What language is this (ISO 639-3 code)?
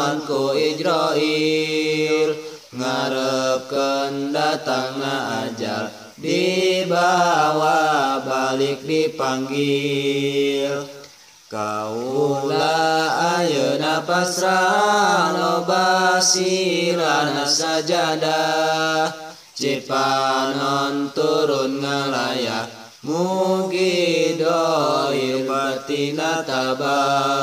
sun